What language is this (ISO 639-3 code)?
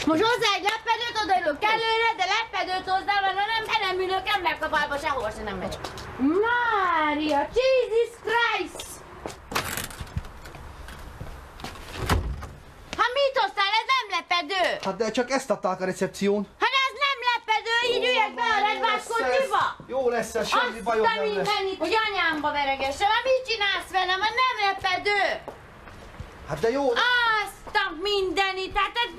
hun